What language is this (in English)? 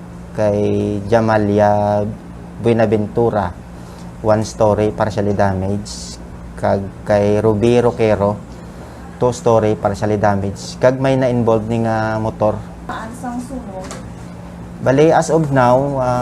Hiligaynon